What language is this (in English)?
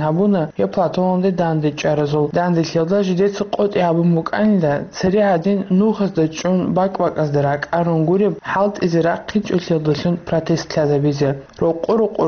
Avaric